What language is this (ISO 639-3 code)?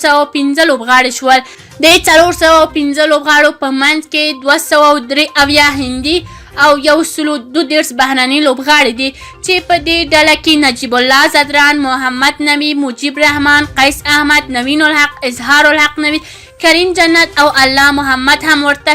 pus